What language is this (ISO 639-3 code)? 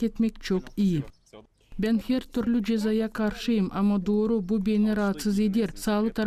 gag